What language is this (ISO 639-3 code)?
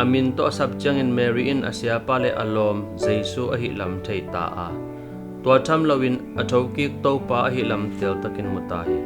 ctd